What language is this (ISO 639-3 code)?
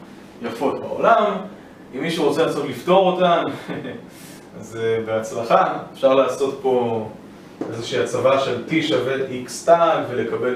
heb